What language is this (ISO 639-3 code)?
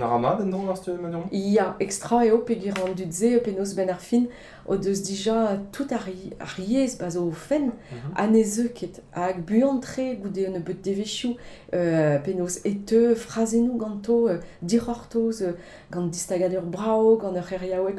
bre